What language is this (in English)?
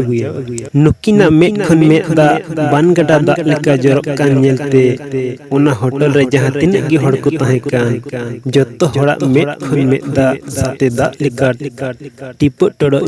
Santali